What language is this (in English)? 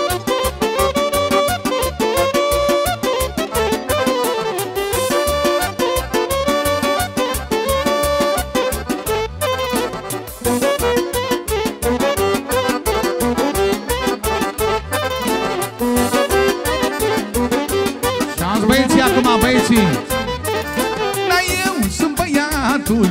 Romanian